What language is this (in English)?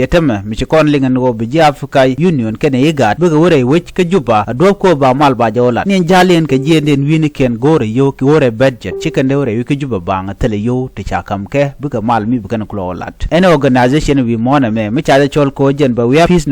Nuer